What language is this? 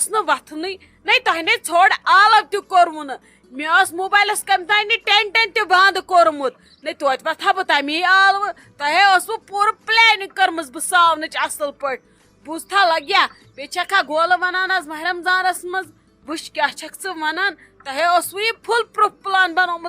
Kashmiri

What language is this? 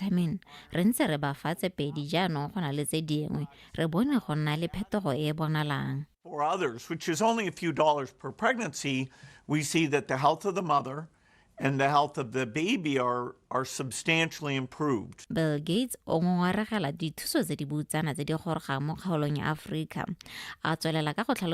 Tswana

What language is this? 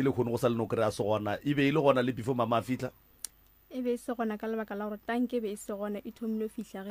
Northern Sotho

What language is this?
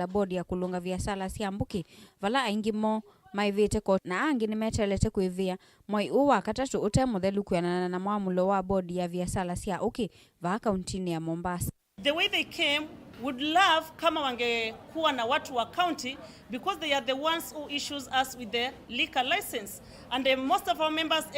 Kamba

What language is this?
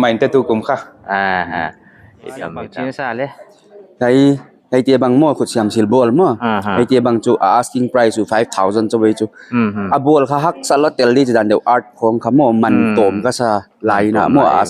Paite Chin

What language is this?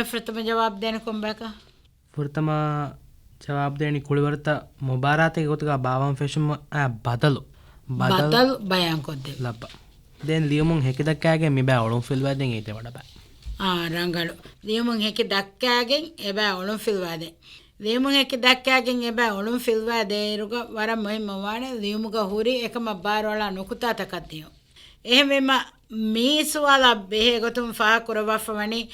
Divehi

